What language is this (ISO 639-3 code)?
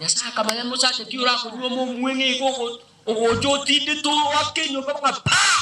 guz